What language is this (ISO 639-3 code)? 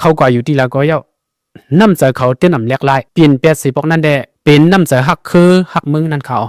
shn